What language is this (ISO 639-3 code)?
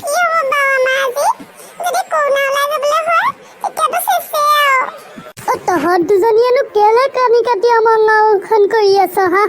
asm